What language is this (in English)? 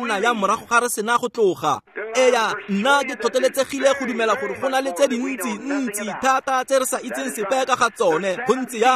Tswana